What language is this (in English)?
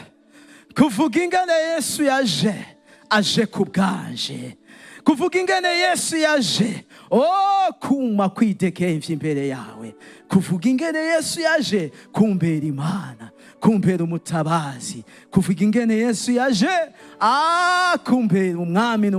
Rundi